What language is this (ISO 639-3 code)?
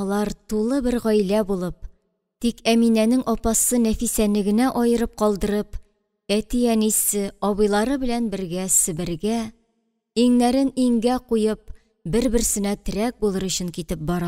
tat